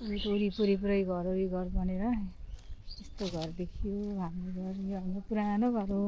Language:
Nepali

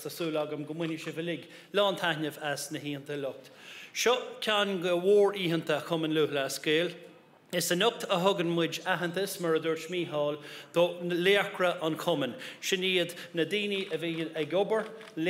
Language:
Irish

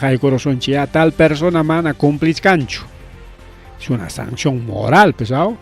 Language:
Ayacucho Quechua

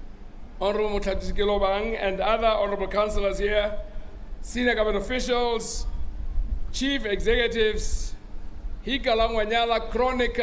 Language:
Tswana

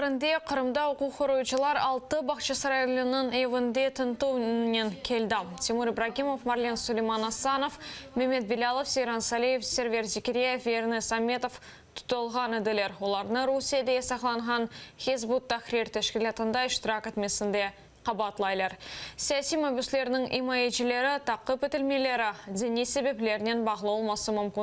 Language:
Crimean Tatar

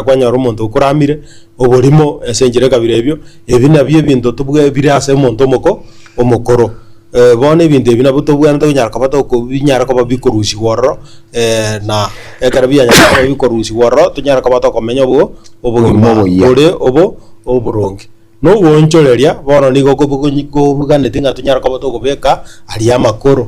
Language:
Gusii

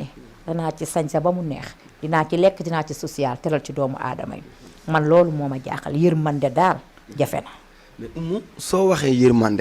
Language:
Wolof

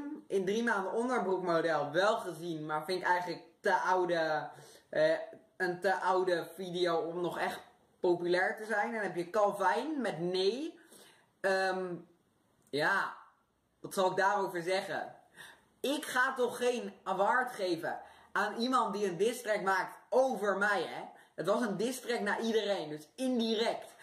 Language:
Dutch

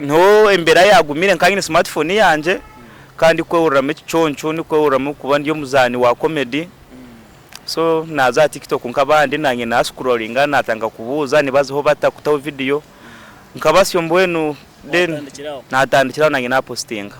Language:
Nyankole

